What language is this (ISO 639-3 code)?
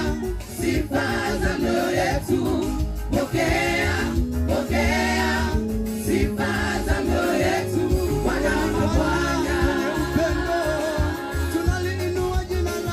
swa